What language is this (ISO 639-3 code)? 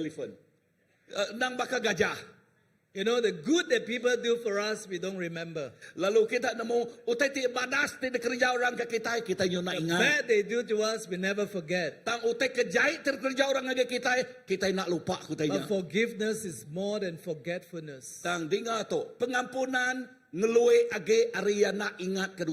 iba